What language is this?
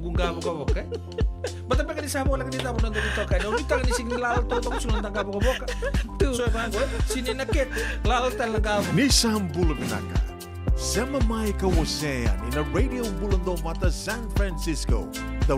Fijian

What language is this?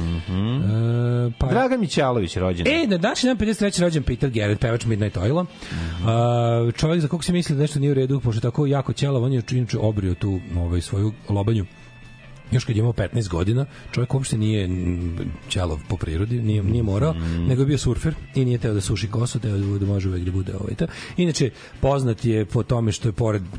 Serbian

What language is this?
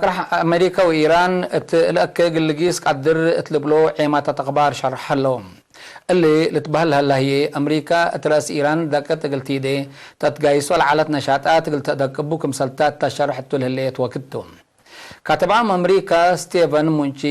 Tigre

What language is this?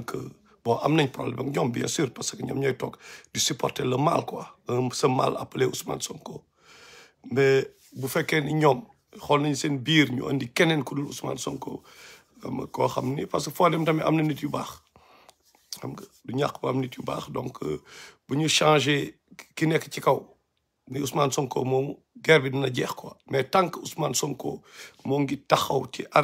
Wolof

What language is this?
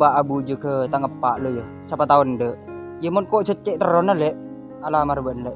Madurese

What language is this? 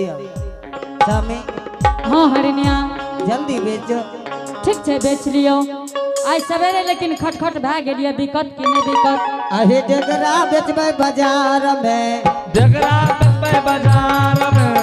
Angika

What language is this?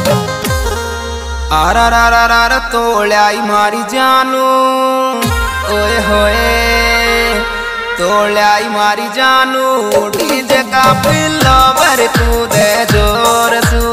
Rajasthani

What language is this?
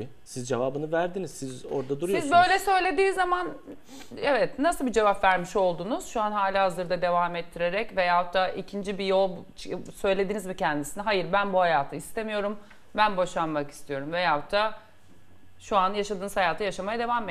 Turkish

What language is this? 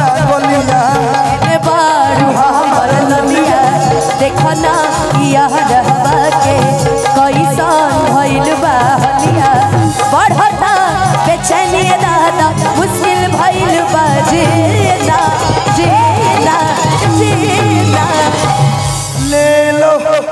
Bhojpuri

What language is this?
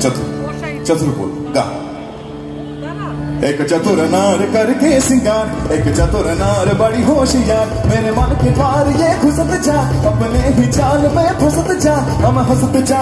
Hindi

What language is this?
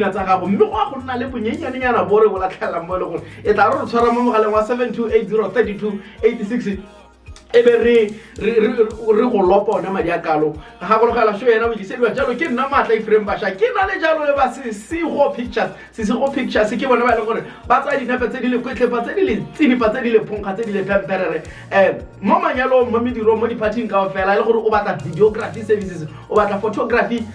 Tswana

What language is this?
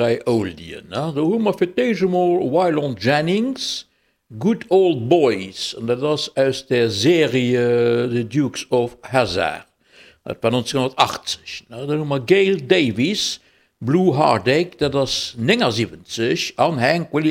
Luxembourgish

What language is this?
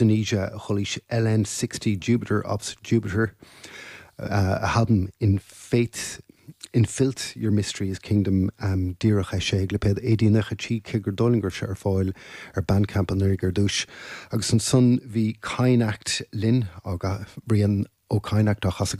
Irish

